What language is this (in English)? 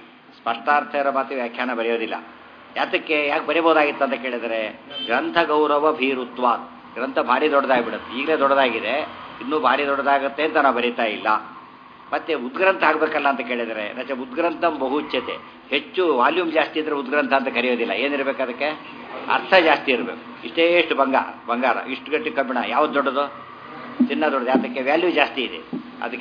Kannada